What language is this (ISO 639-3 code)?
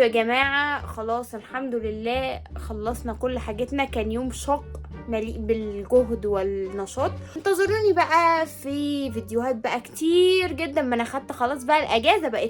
arz